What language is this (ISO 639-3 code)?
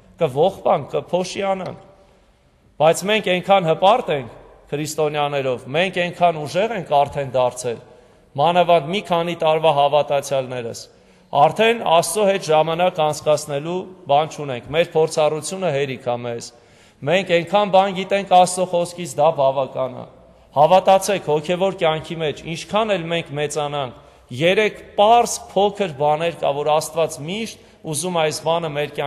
hye